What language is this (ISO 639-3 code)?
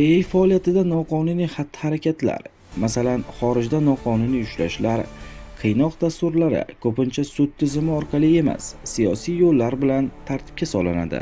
uzb